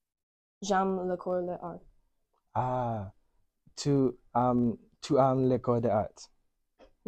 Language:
French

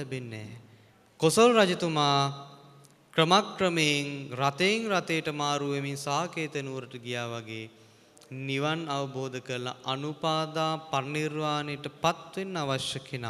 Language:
Sinhala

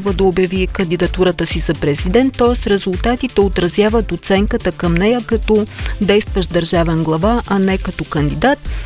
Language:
Bulgarian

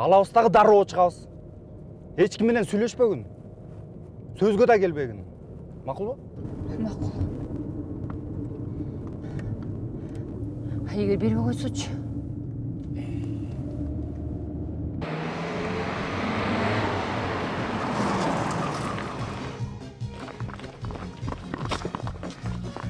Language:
Kyrgyz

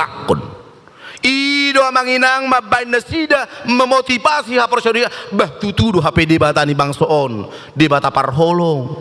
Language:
Batak Toba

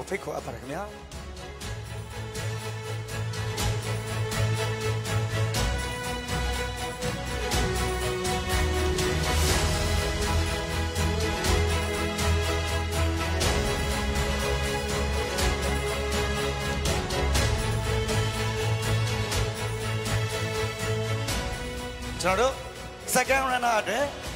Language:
Burmese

